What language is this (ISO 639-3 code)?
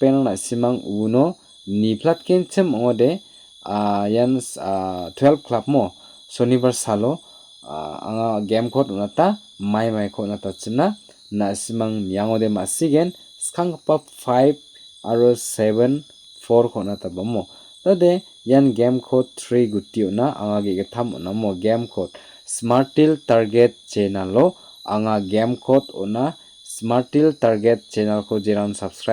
grt